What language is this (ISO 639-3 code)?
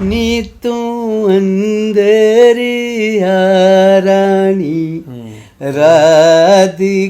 doi